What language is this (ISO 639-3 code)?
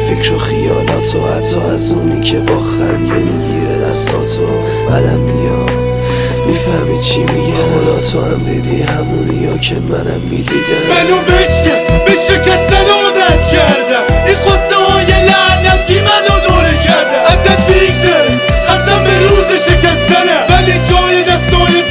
fas